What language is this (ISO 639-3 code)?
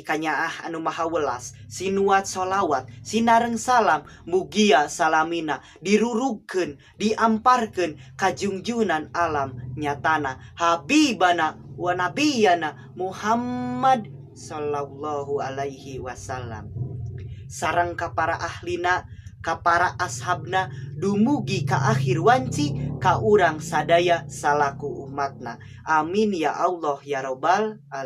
sun